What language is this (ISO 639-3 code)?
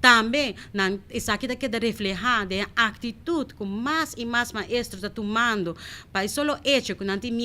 pap